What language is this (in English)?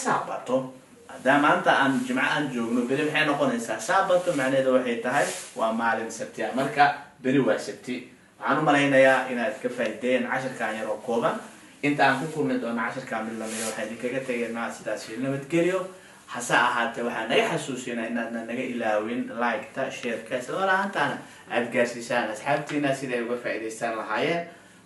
Somali